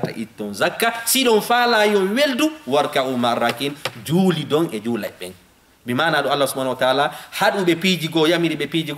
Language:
Fula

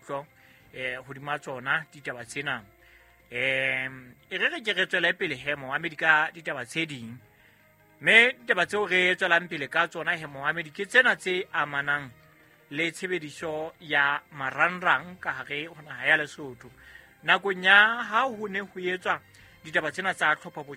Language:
Southern Sotho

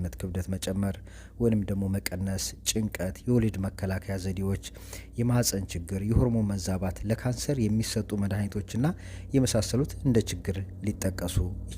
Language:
Amharic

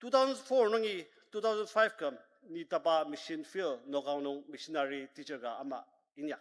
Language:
Ao Naga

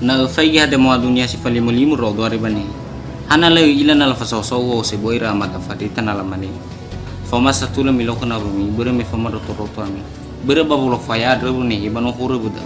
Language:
Nias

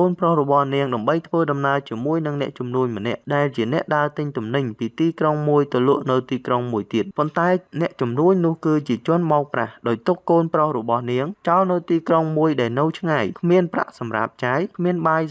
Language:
Khmer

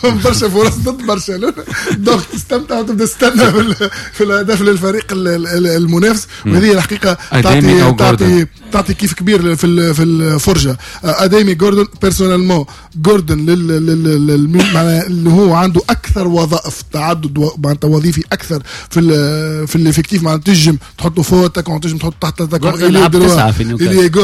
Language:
Tunisian Arabic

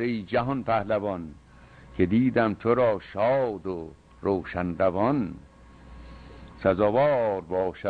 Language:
Persian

